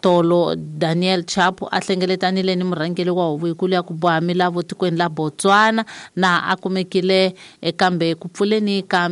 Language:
Tsonga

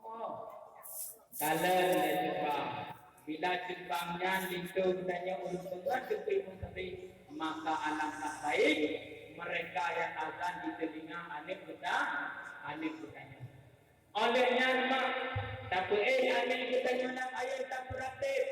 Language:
Achinese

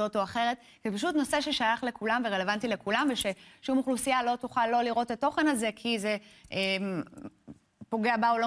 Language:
Hebrew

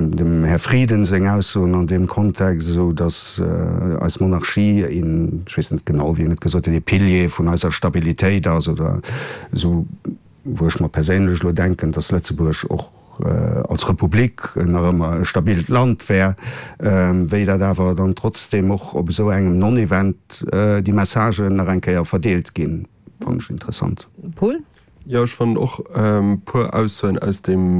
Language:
Luxembourgish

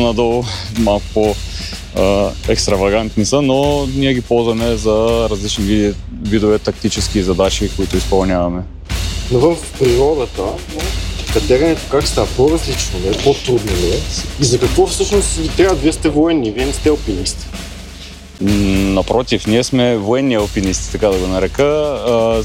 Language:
Bulgarian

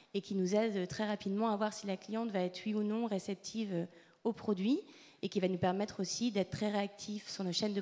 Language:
French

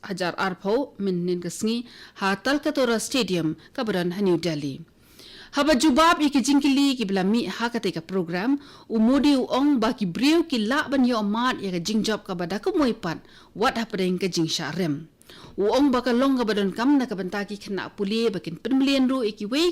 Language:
Khasi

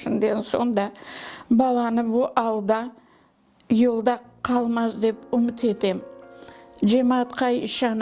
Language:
Crimean Tatar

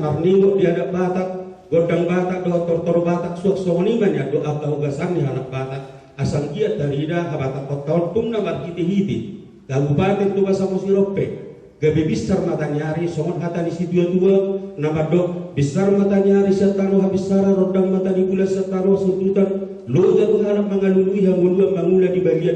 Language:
Batak Toba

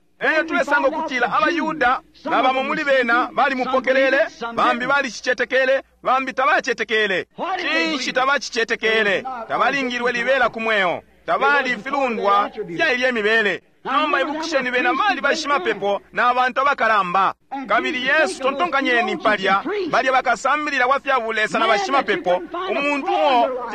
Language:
Bemba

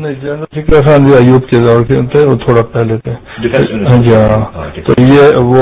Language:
Urdu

